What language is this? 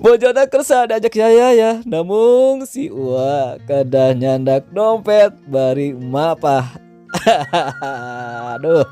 Sundanese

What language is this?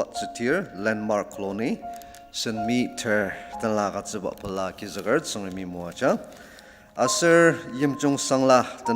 Ao Naga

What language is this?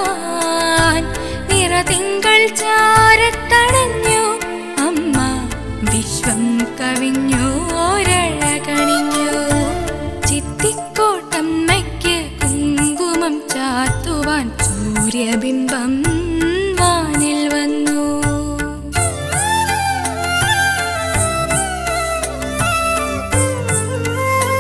Malayalam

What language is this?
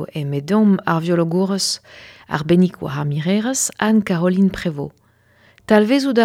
Breton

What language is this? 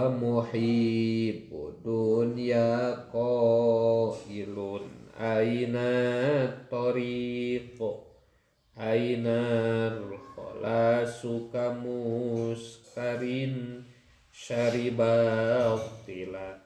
Sundanese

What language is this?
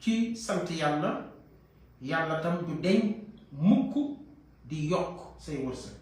Wolof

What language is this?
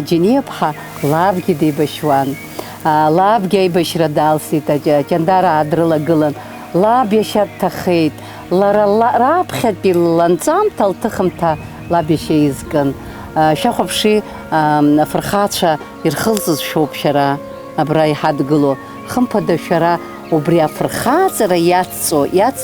Abkhazian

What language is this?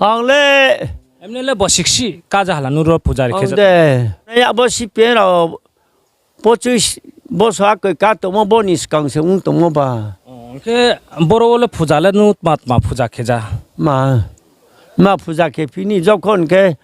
Riang (India)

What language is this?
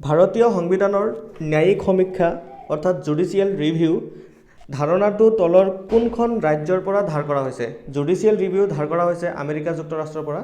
Assamese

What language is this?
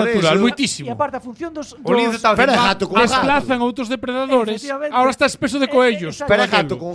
Galician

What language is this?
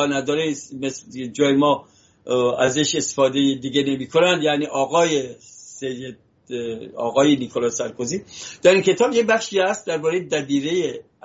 Persian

